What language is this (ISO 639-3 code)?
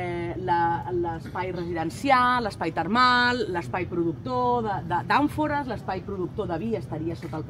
cat